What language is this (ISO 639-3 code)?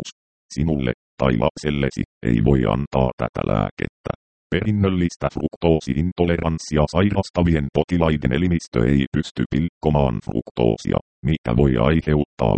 fin